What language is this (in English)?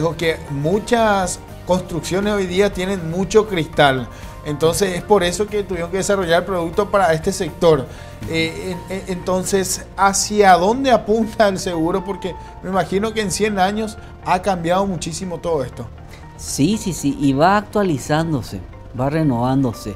Spanish